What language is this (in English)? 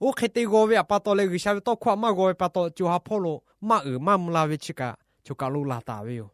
Lahu